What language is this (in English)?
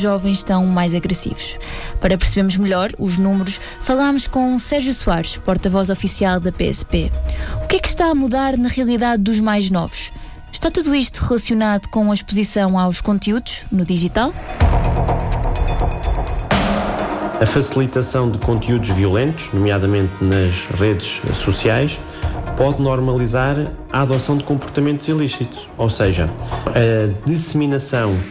Portuguese